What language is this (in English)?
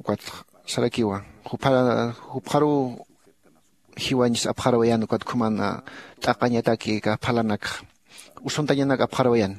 Aymara